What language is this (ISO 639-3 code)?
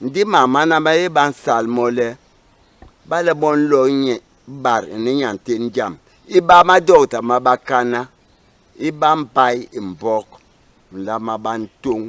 bas